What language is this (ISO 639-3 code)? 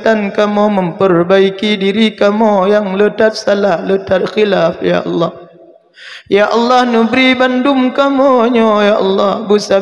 ace